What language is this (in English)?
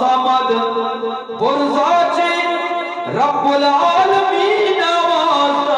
Eastern Balochi